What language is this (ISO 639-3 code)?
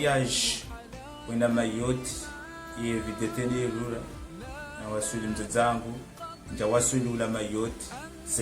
zdj